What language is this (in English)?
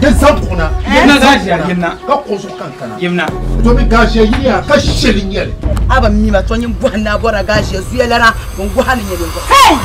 Dagbani